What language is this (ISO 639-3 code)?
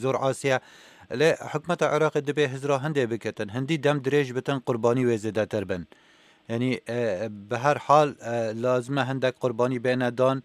kur